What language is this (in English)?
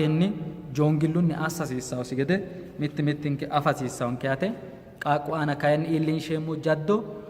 Sidamo